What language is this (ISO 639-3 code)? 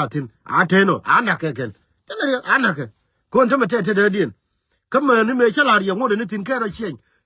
nus